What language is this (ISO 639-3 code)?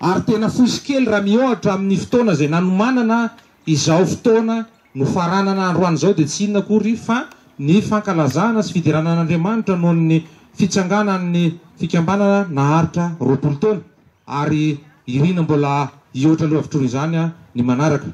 mlg